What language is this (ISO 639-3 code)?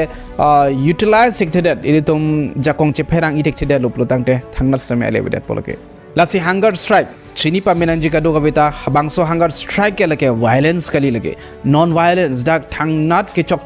mjw